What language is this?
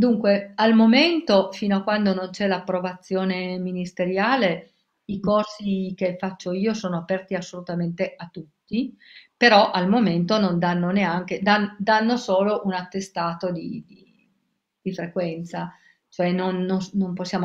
Italian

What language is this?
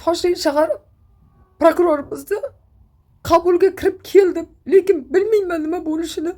Uzbek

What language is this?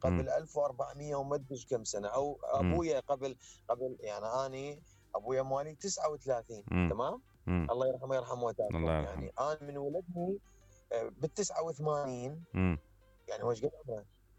Mesopotamian Arabic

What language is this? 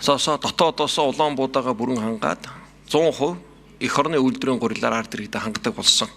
Mongolian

